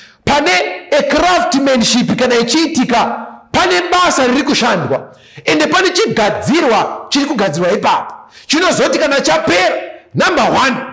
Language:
Shona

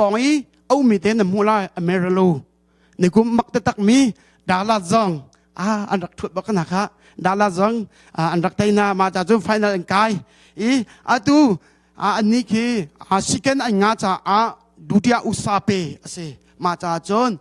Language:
Hakha Chin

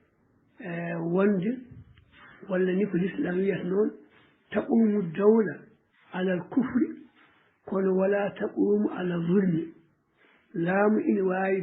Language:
Fula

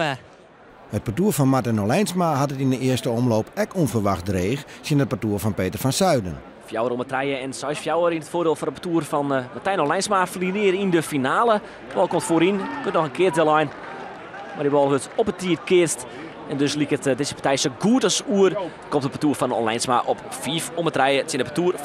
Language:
Western Frisian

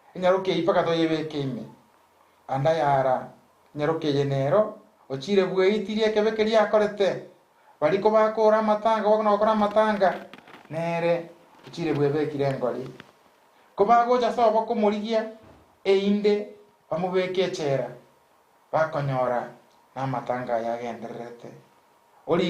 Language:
Gusii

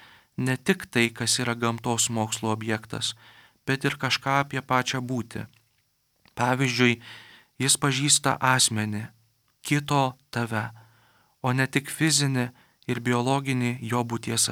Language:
Lithuanian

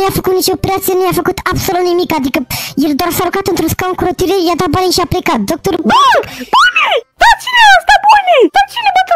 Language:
Romanian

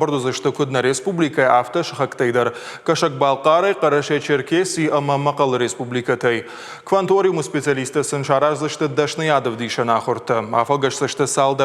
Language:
Ossetic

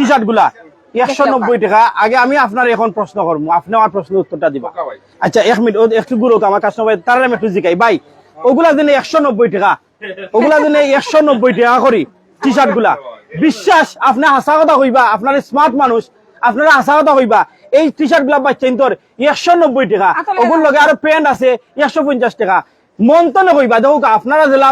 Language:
Sylheti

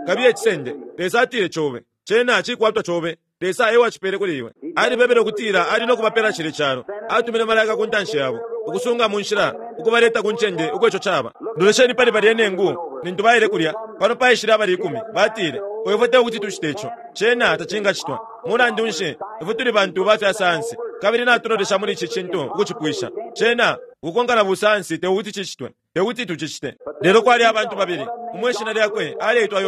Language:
Bemba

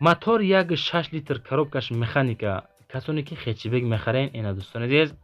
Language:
Tajik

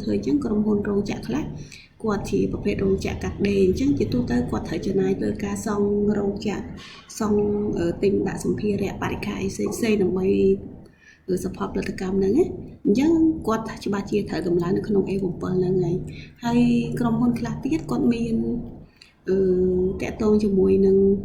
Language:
Khmer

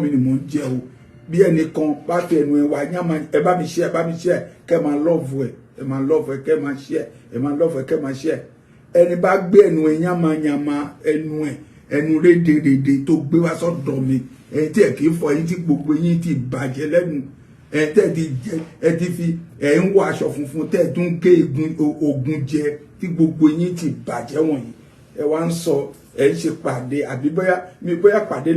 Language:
Yoruba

